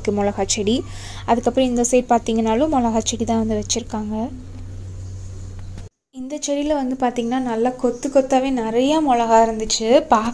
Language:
Tamil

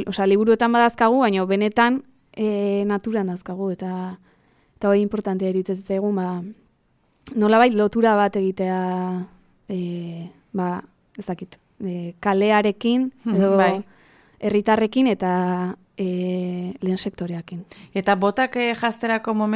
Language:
Basque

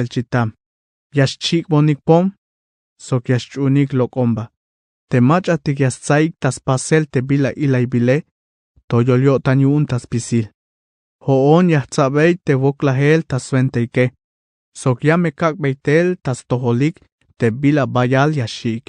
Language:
Tzeltal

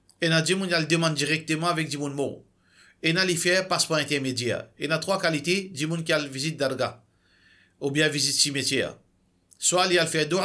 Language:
Morisyen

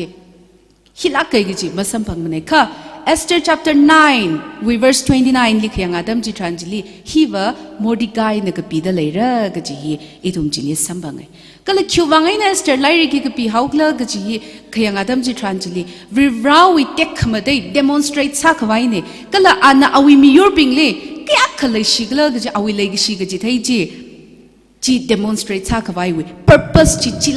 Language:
Tangkhul Naga (India)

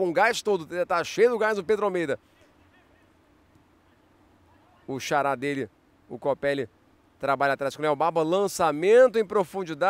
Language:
Portuguese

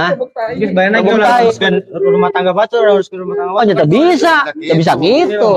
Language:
Sundanese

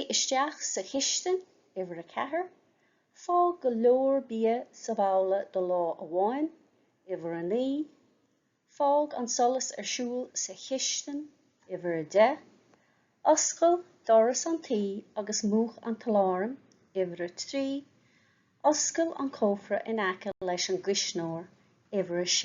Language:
Irish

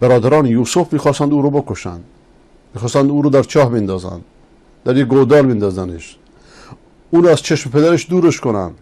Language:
Persian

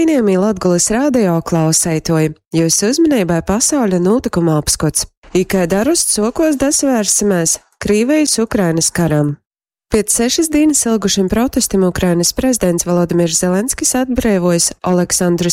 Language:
Latgalian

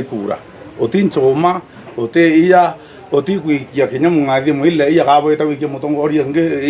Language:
Meru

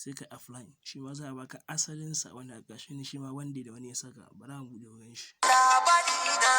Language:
Hausa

